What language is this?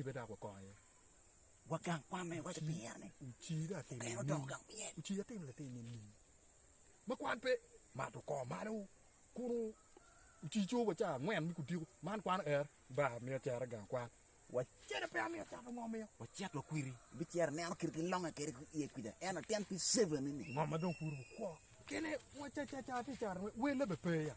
Acoli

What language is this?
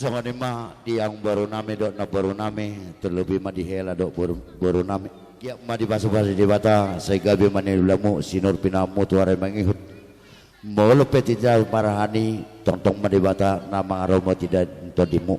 Batak Toba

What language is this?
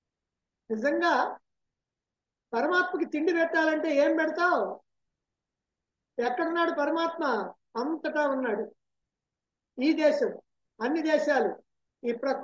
Telugu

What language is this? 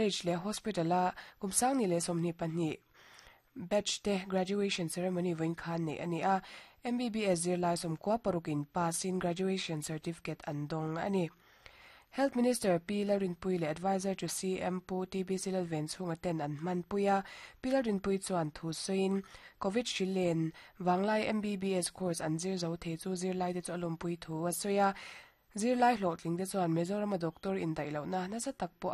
Mizo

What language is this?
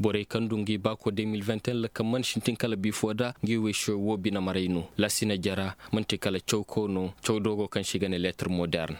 Koyraboro Senni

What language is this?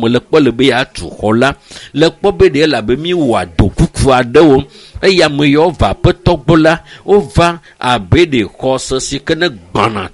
Ewe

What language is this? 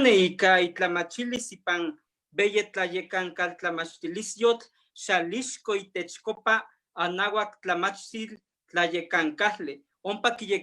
Eastern Huasteca Nahuatl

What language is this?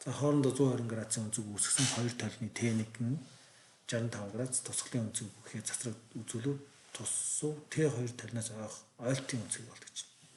Mongolian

